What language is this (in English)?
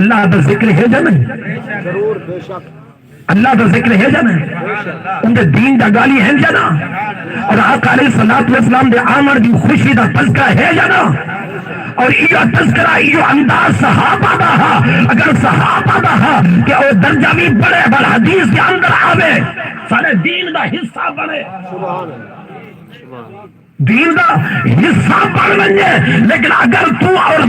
Saraiki